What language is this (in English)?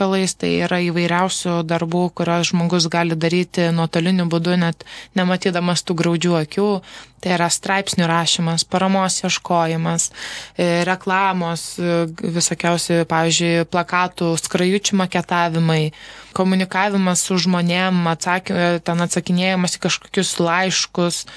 Lithuanian